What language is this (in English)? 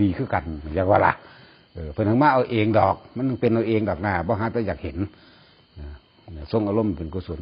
Northeastern Thai